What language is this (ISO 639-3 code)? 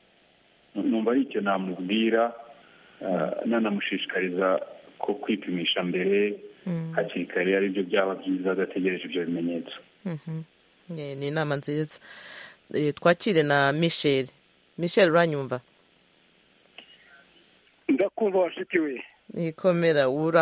kin